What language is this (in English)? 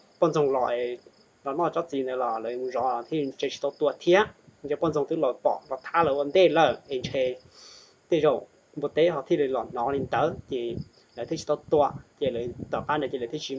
Hmong